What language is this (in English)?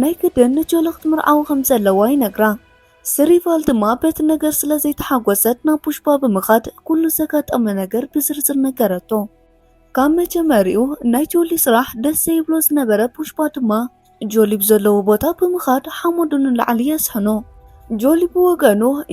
Tigrinya